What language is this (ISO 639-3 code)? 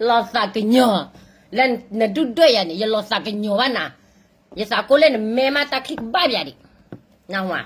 ksw